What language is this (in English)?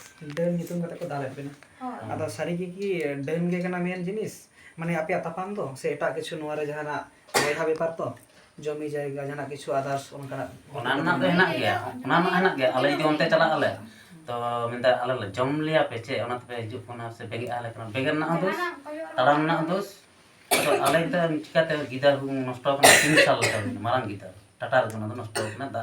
Santali